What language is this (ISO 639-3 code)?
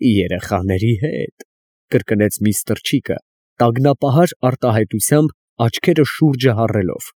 hye